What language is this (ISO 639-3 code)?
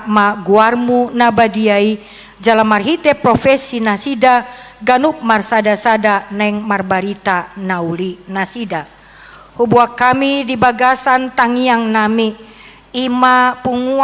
bbc